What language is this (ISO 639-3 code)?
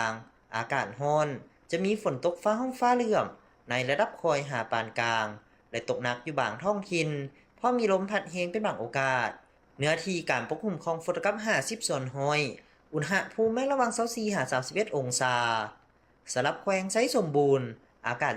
lao